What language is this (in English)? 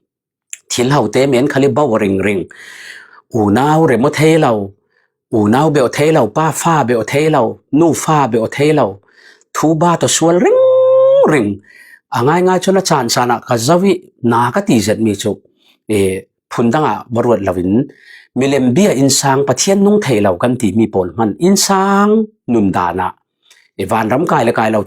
Falam Chin